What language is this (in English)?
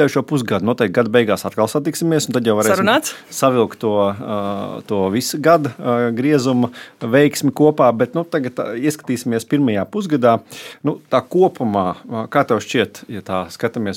Latvian